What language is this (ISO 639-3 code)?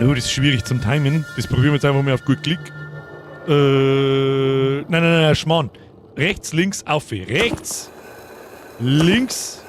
bar